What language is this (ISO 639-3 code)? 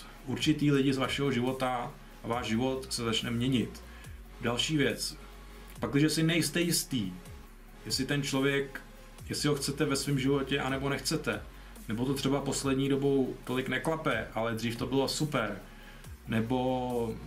ces